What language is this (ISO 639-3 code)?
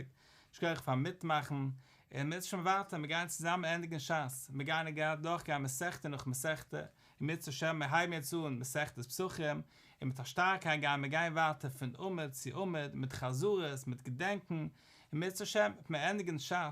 yid